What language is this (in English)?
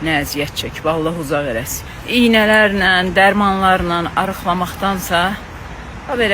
Azerbaijani